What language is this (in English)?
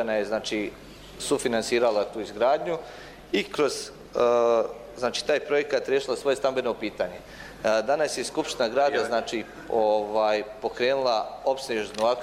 Bosnian